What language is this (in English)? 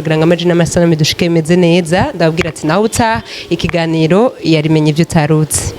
Rundi